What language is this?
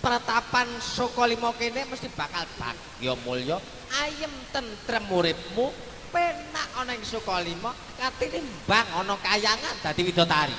Javanese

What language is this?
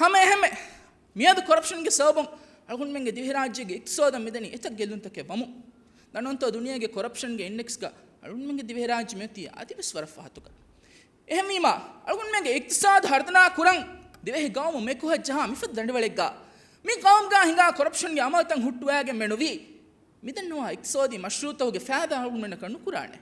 Divehi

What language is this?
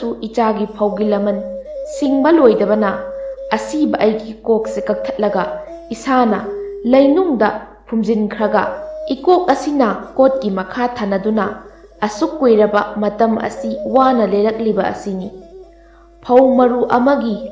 Manipuri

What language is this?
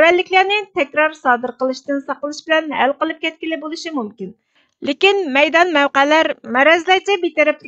Uyghur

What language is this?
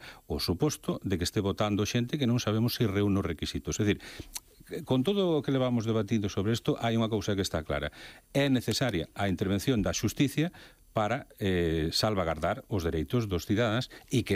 Galician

